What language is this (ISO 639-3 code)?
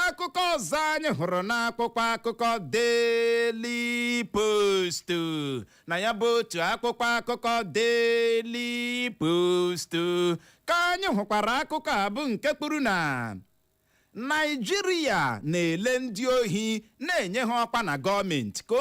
ibo